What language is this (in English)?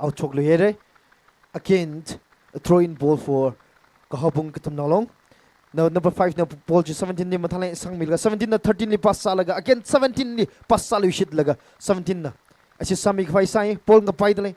Tangkhul Naga (India)